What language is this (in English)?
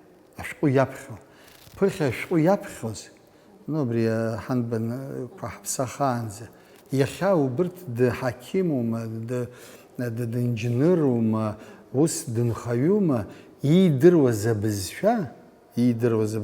Abkhazian